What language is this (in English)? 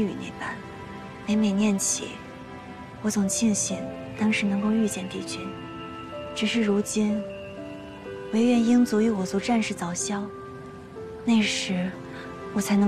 Chinese